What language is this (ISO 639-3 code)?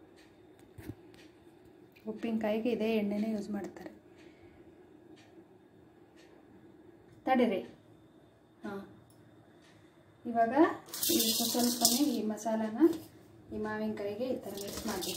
kan